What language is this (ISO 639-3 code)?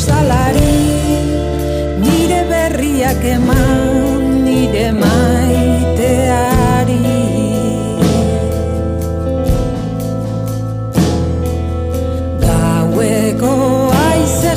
eus